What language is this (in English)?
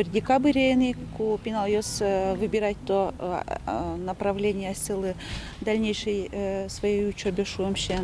Udmurt